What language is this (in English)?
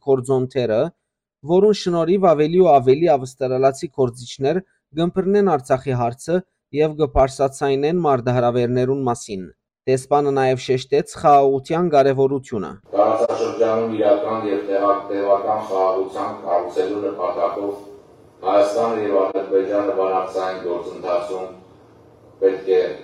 Western Armenian